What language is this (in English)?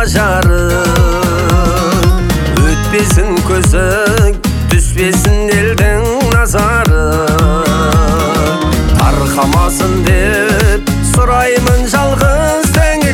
Kazakh